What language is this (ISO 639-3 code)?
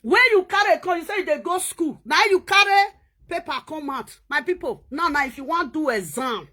pcm